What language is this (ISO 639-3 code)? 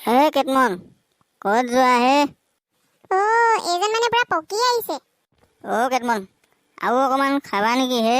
asm